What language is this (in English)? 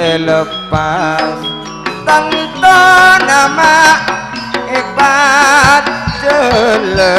Madurese